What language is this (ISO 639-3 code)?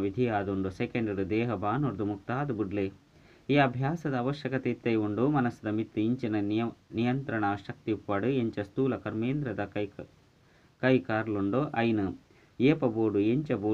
tcy